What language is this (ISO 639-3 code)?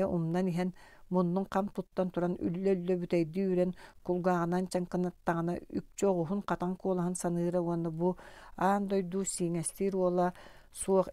sah